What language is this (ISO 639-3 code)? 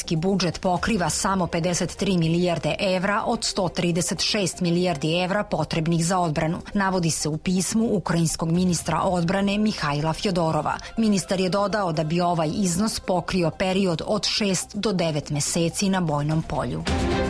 srp